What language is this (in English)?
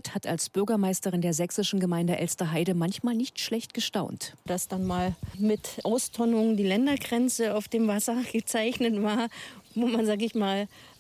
German